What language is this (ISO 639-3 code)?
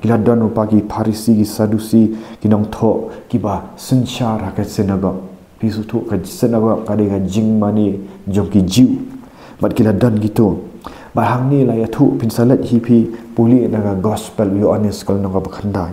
kha